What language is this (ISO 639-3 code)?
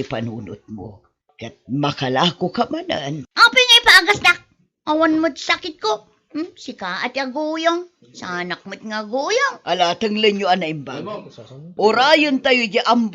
ilo